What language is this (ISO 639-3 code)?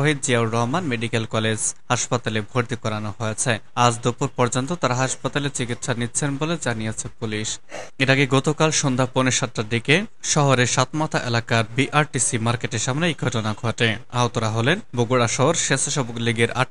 ben